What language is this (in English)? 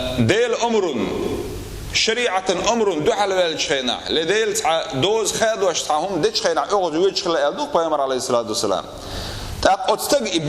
Chechen